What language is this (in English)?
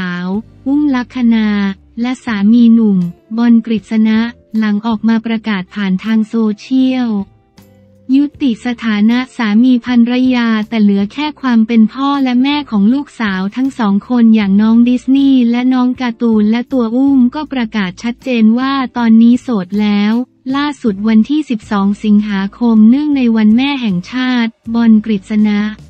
Thai